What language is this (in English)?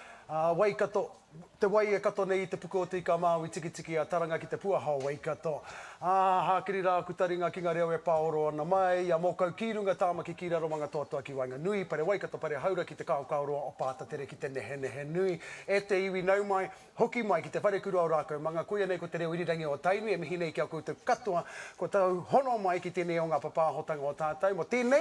Māori